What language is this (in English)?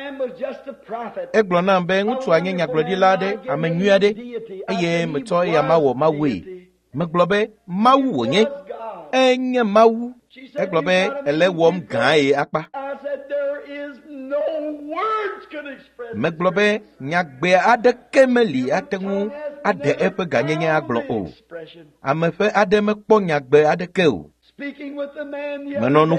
Ewe